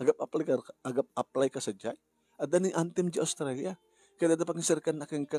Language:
Iloko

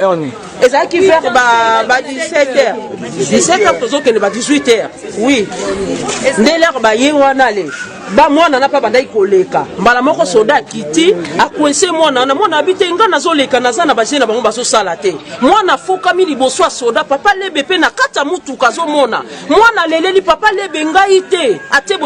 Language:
Lingala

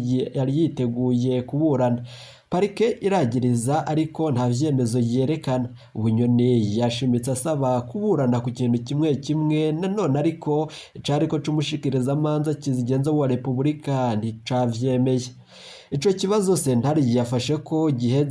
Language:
Rundi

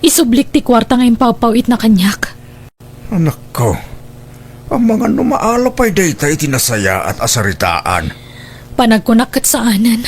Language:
Iloko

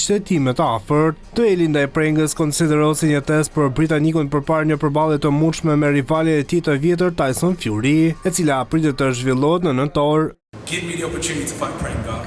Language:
Albanian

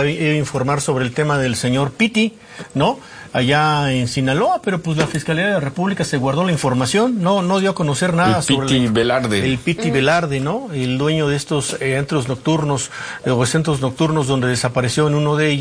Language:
Spanish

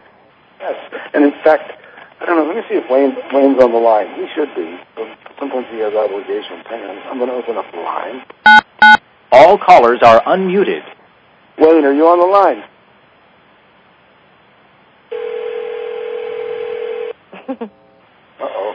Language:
English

